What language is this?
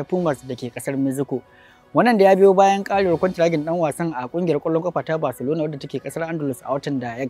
Hausa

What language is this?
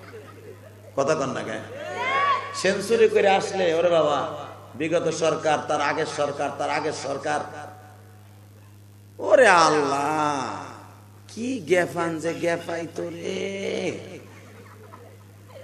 Bangla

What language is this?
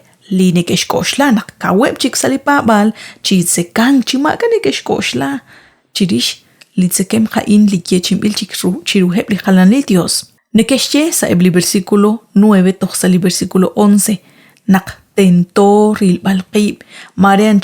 Kekchí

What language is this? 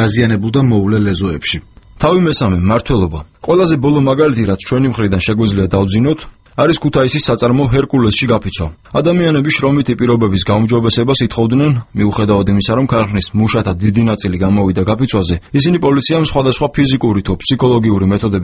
Georgian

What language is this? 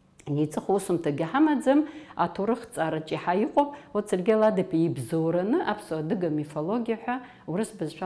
Abkhazian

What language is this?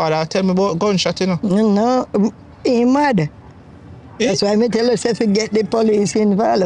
Jamaican Creole English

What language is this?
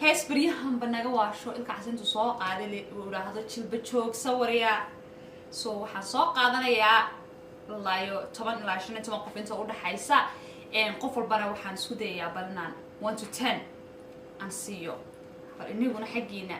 Somali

